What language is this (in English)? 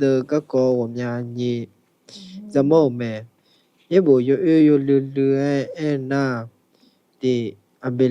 Akha